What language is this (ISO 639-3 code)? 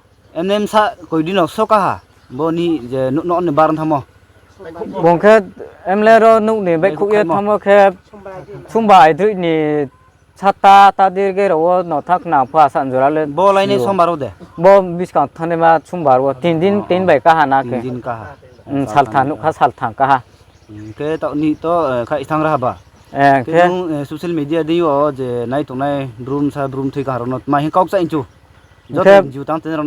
ria